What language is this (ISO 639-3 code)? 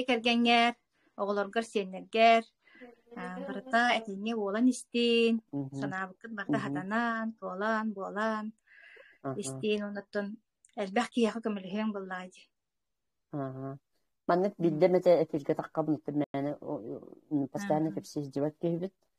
sah